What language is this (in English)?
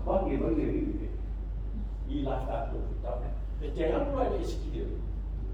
Samoan